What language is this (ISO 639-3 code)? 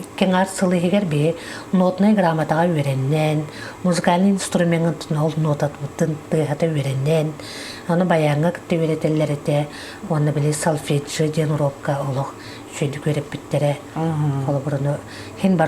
sah